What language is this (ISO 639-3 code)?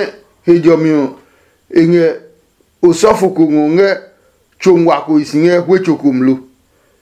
ada